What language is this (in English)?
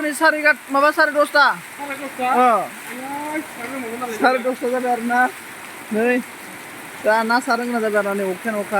Bodo